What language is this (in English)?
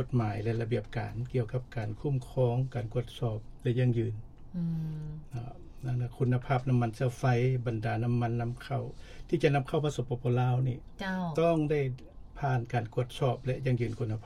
Lao